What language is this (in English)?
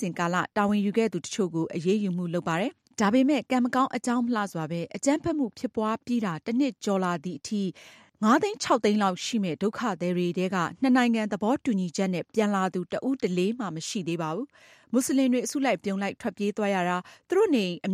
Burmese